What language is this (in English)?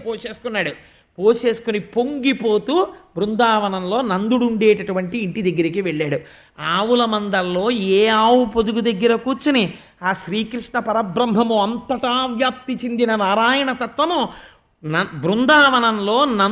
Telugu